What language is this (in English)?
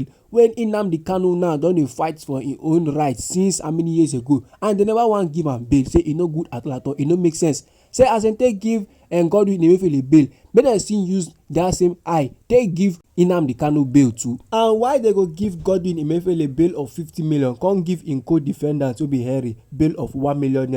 Nigerian Pidgin